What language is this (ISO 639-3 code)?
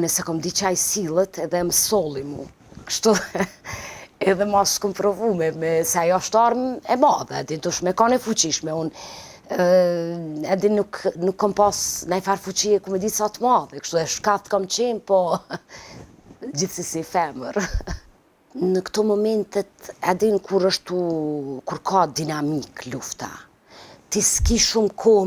sqi